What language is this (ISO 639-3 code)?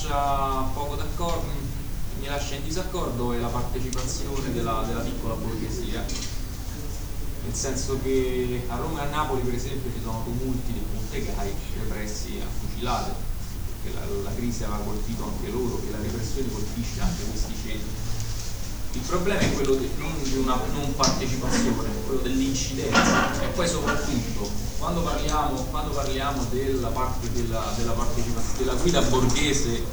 ita